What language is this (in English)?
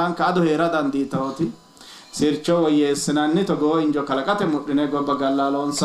Sidamo